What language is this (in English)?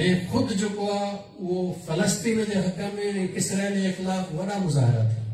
Sindhi